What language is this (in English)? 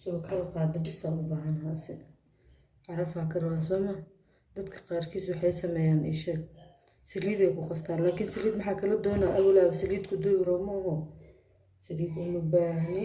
Somali